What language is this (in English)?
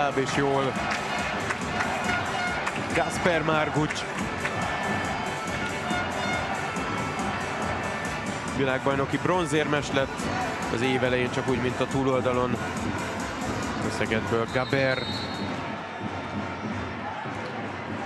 Hungarian